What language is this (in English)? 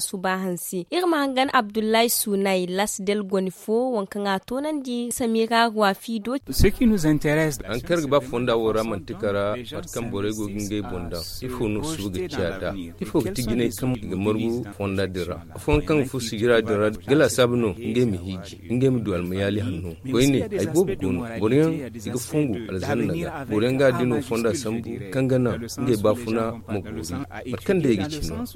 Zarma